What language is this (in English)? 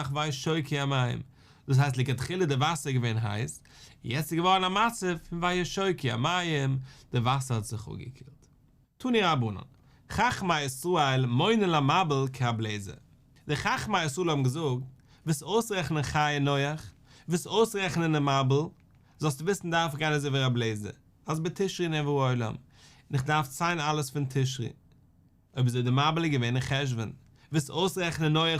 Yiddish